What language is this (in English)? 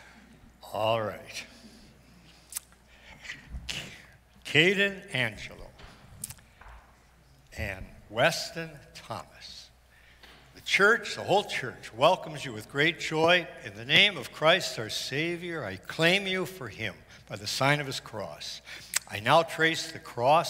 English